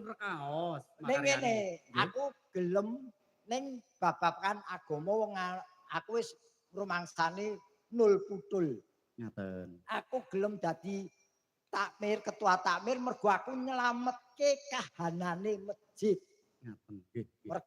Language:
Javanese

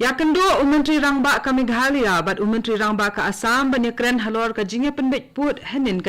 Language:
Khasi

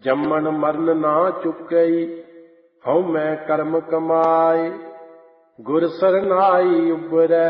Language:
Punjabi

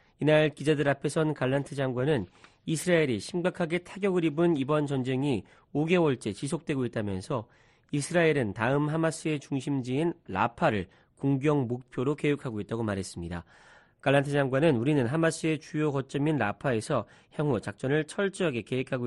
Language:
Korean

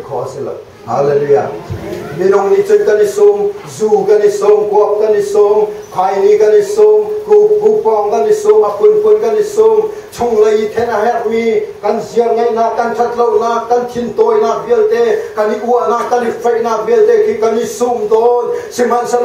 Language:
Hakha Chin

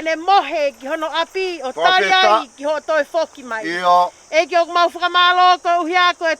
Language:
Tongan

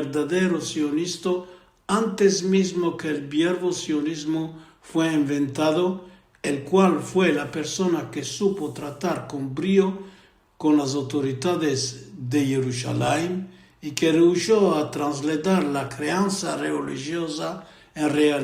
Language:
Ladino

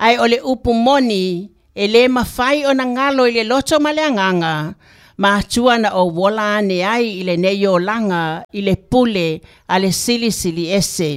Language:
Samoan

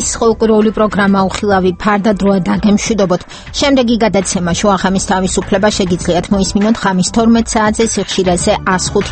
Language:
Georgian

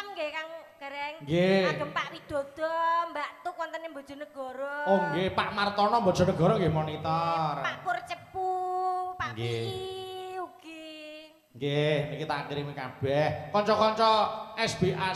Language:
Javanese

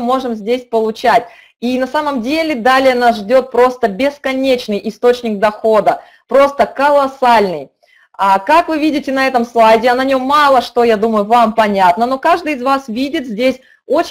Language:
Russian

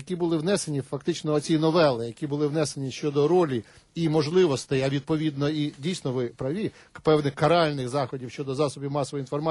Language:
Ukrainian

